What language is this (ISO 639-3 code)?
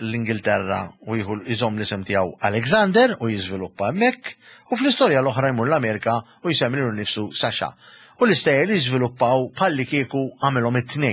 mlt